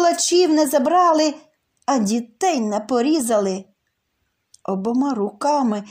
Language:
Ukrainian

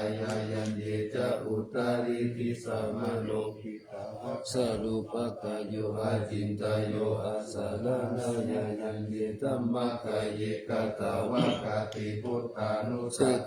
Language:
Pali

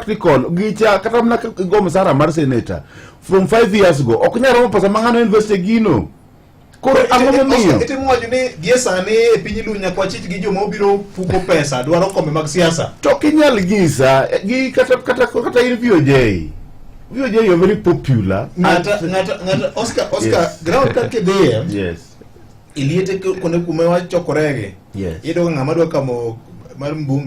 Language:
Luo (Kenya and Tanzania)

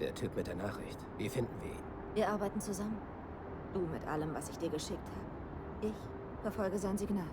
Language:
Bavarian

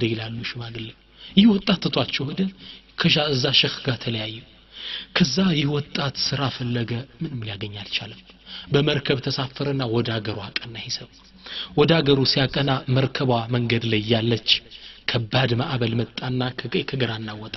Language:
Amharic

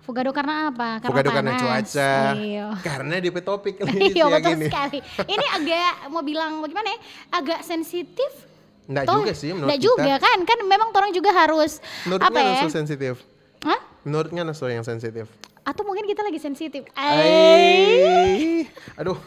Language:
Manado Malay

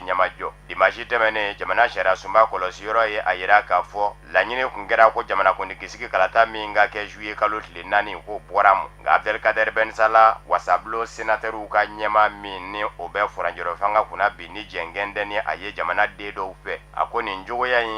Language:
Bambara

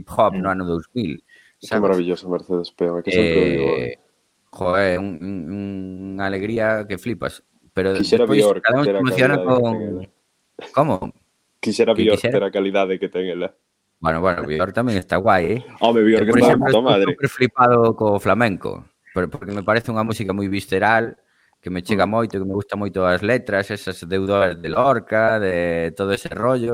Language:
Galician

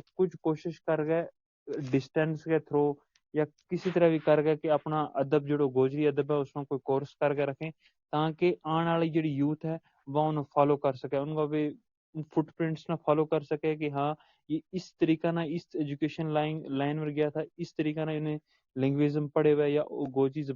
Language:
Gujari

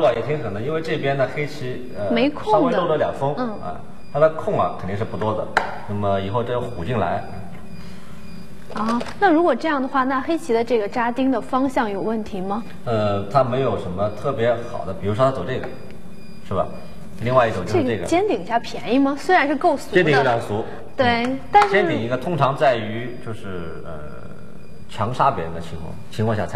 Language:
Chinese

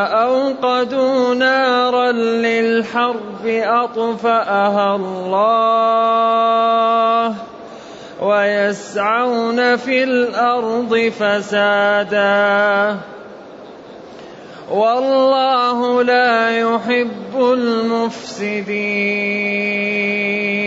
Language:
Arabic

